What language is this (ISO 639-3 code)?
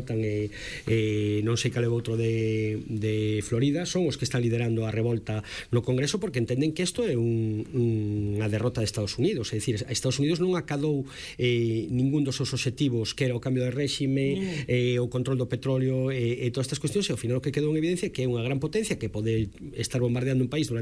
glg